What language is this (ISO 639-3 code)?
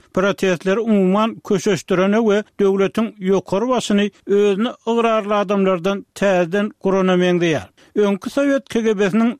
tuk